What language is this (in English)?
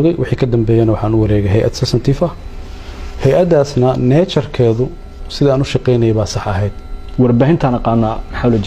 Somali